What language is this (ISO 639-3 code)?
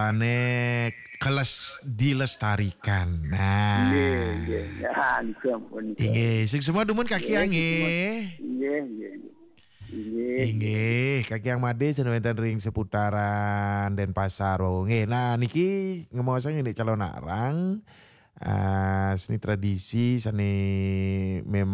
ban